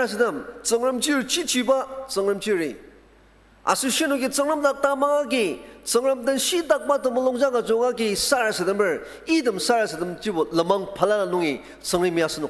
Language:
Ao Naga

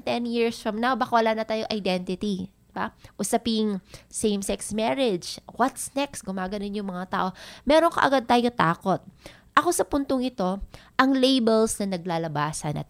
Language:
Filipino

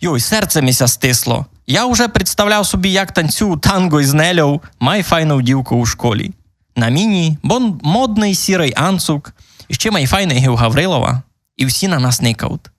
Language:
Rusyn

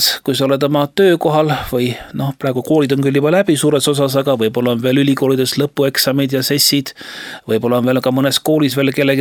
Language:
Estonian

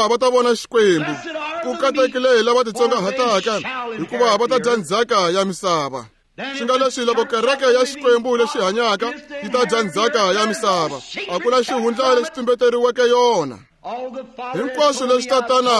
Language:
Tsonga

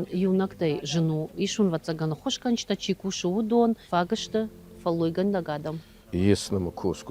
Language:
Ossetic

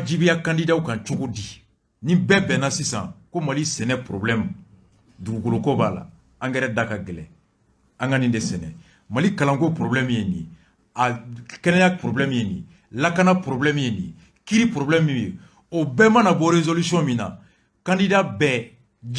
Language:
Bambara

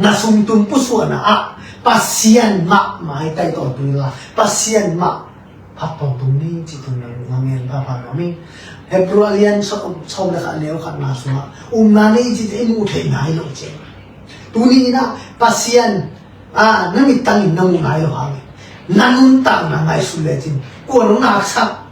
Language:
Tedim Chin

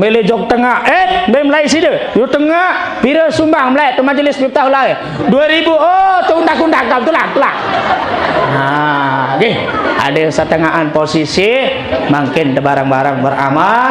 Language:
Sasak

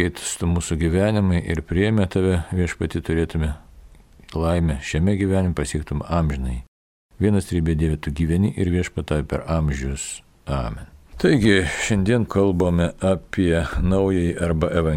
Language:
Lithuanian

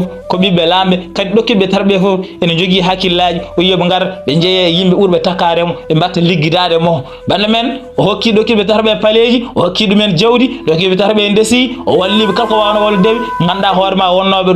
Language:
Fula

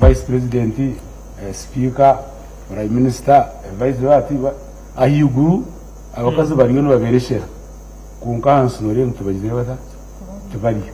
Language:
Nyankole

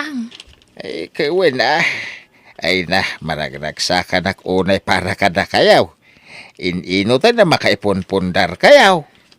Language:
Iloko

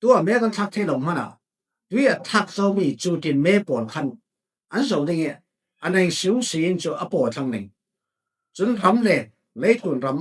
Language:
Falam Chin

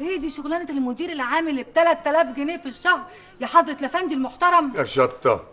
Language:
Egyptian Arabic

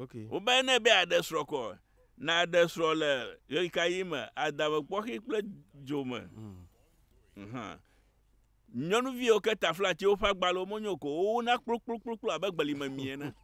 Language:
Ewe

